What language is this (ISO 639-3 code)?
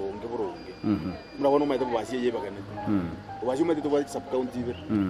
guz